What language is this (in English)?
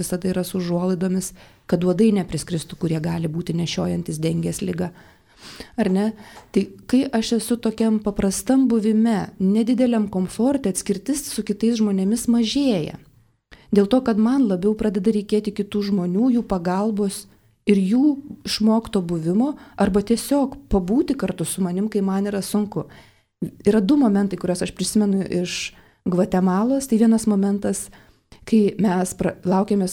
Lithuanian